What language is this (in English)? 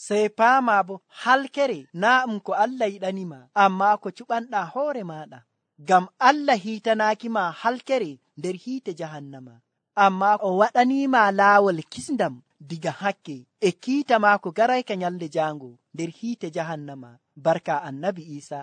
Nigerian Fulfulde